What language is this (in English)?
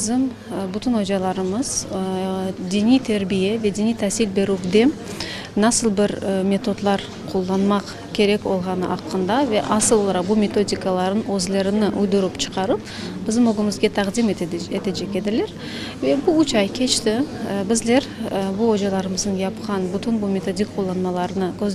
Crimean Tatar